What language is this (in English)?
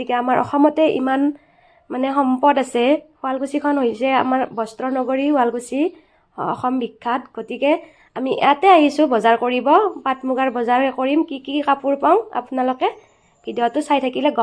Assamese